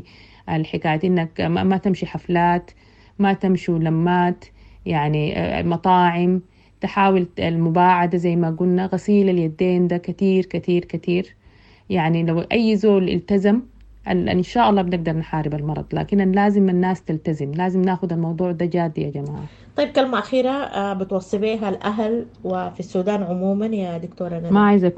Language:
Sudanese Arabic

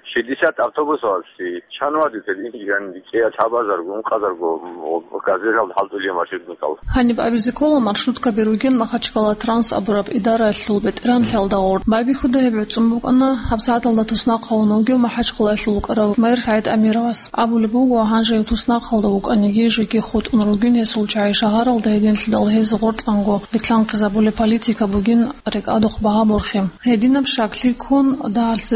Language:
Avaric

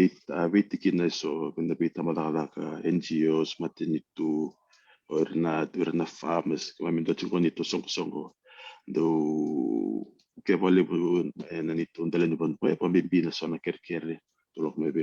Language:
Fijian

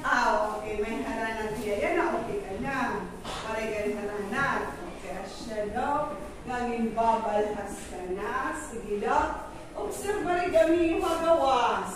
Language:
Waray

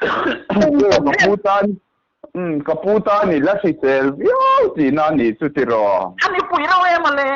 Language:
Mizo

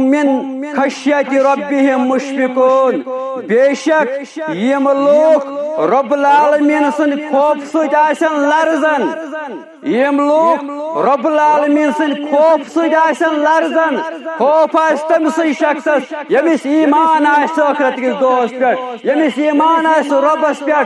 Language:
Kashmiri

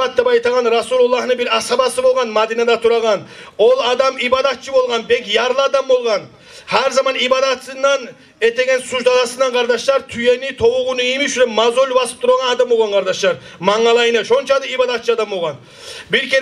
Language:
Kumyk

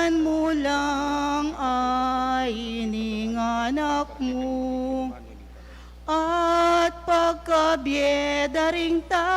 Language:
Pampanga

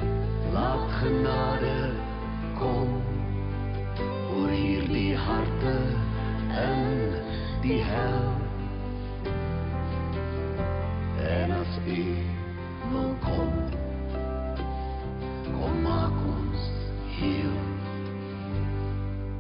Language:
Afrikaans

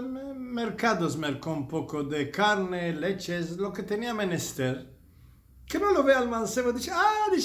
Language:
Ladino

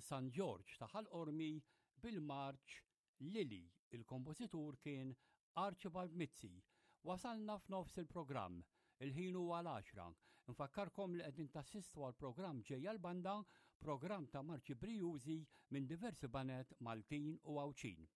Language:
Maltese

